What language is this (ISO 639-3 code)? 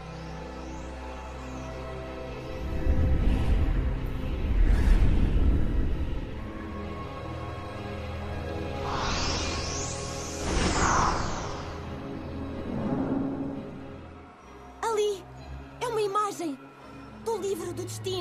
por